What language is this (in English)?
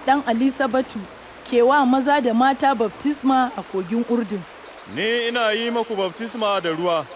Hausa